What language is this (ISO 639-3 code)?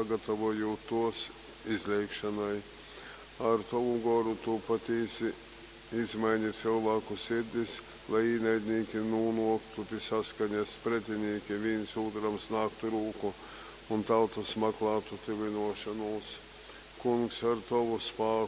ltg